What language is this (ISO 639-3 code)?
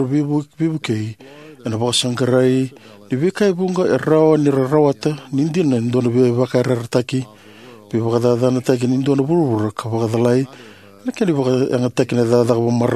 fij